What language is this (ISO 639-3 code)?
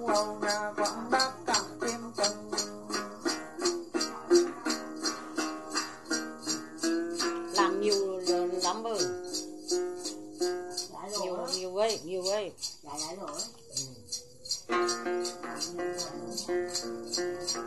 vie